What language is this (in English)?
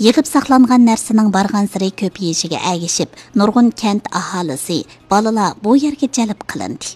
Uyghur